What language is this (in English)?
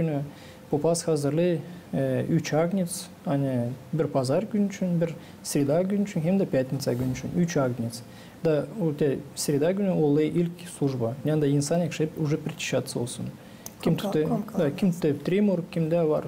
Gagauz